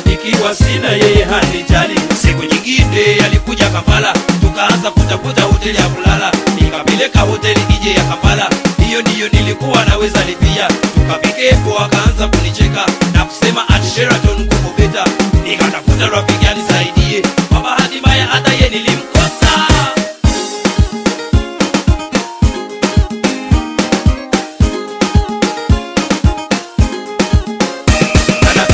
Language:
Swahili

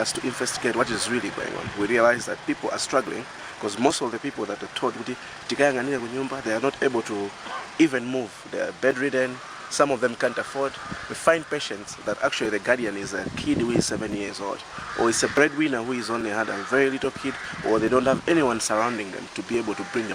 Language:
English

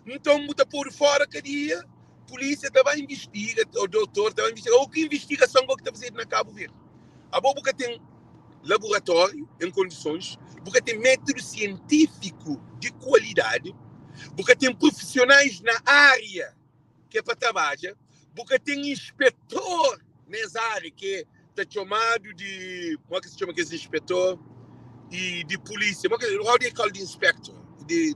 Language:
Kabuverdianu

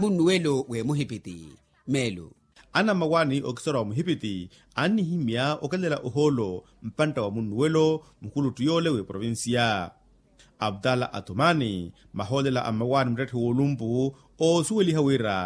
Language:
Makhuwa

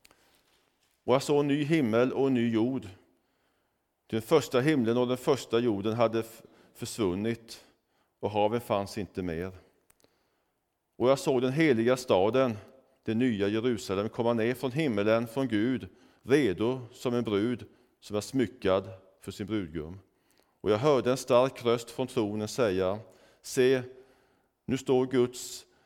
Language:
Swedish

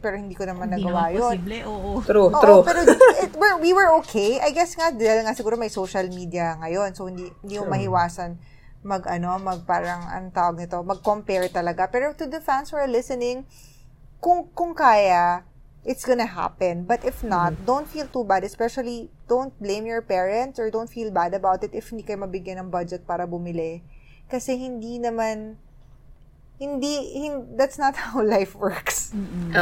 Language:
Filipino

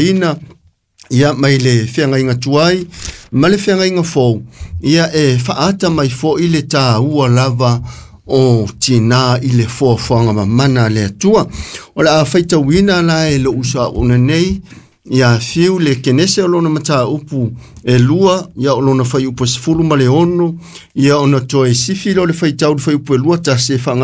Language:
Samoan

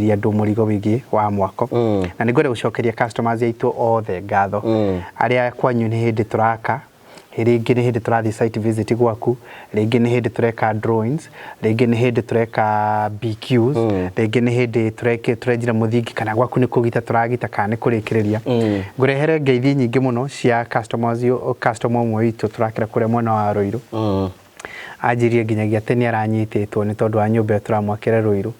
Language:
Kikuyu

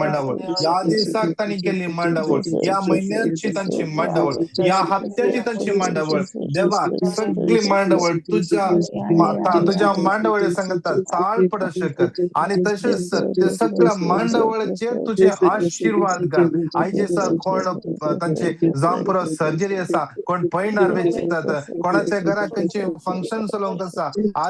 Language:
Konkani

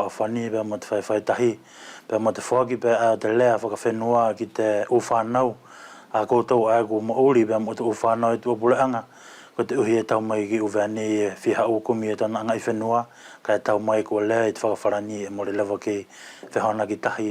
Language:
Wallisian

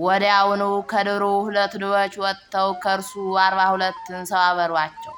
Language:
Amharic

